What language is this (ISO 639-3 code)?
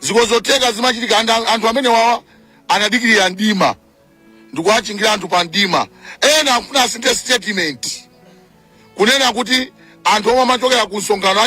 nya